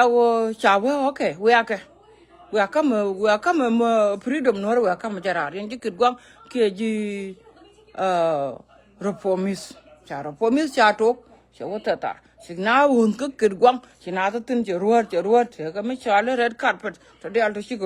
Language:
Nuer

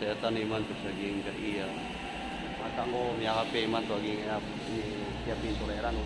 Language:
Maranao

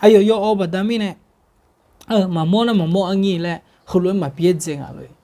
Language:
Akha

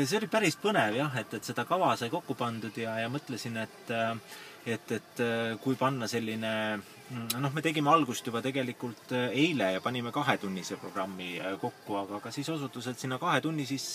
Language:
Estonian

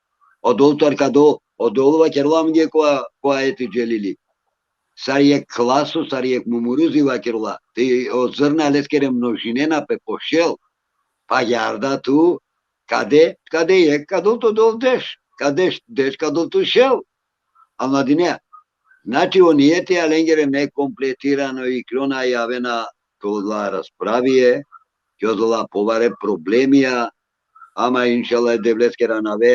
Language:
Balkan Romani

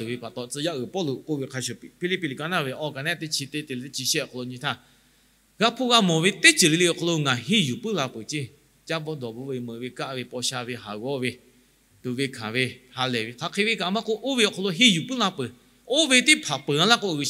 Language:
Lahu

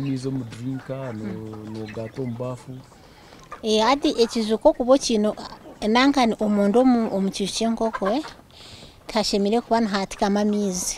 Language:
Nyankole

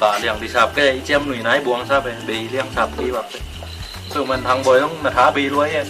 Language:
Tedim Chin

